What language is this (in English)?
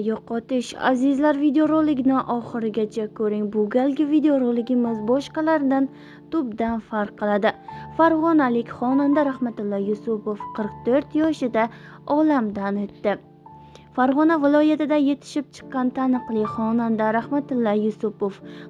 Uzbek